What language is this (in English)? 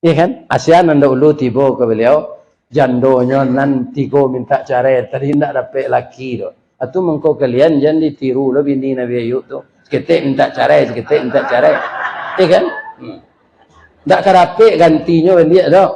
Minangkabau